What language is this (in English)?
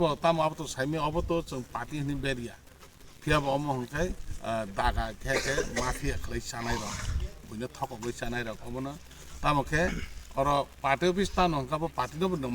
Kok Borok